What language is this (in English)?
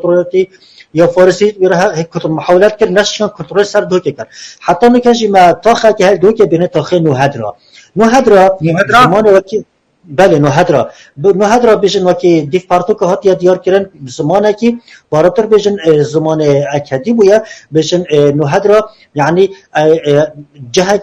Kurdish